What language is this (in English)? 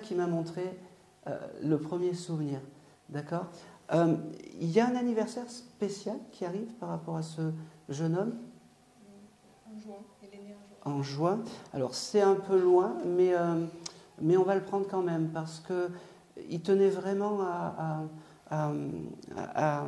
French